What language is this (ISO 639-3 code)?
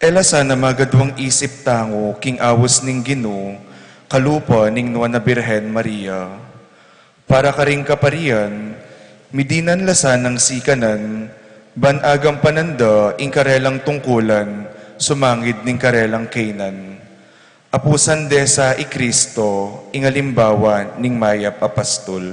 pam